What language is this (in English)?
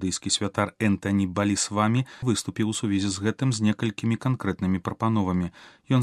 Belarusian